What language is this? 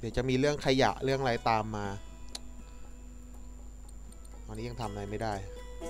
Thai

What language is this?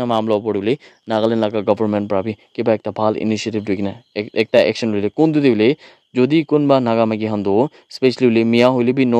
Naga Pidgin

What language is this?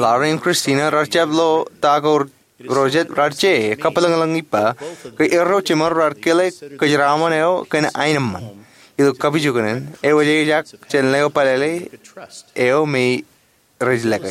Marshallese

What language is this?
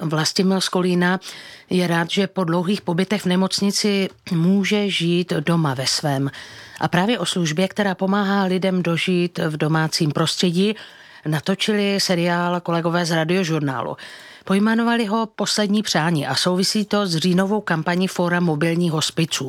Czech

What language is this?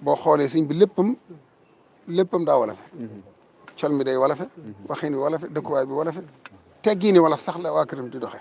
Wolof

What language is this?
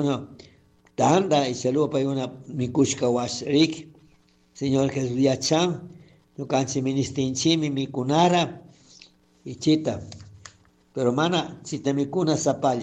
Chimborazo Highland Quichua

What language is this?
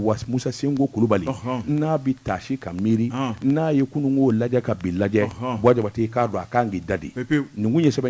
Bambara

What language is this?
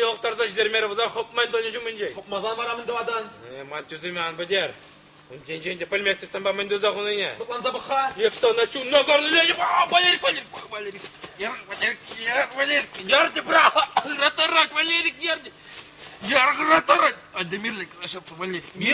Chuvash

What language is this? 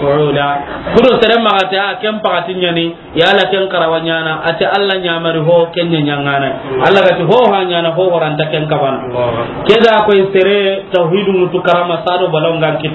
Soninke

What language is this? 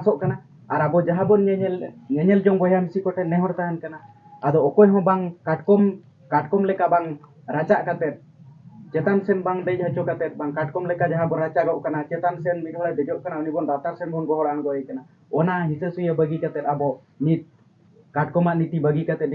Santali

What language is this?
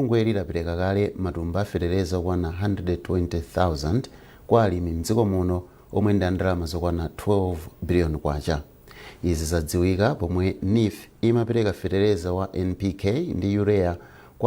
Nyanja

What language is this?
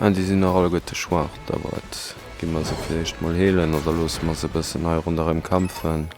Luxembourgish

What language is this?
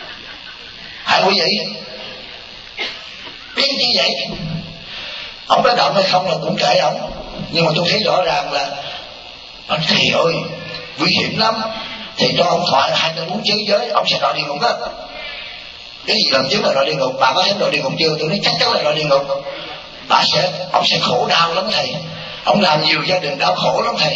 Vietnamese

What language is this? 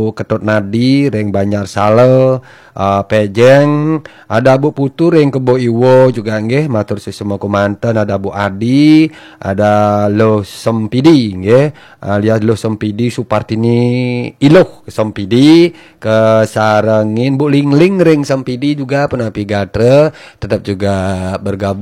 Balinese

